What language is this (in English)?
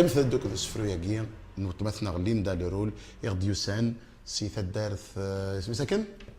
Kabyle